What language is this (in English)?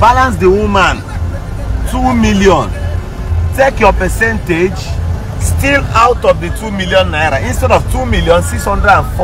Igbo